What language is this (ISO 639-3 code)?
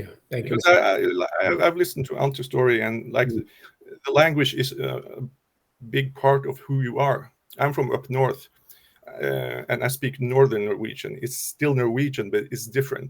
eng